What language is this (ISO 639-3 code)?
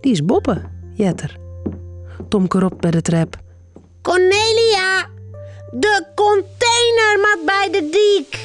fry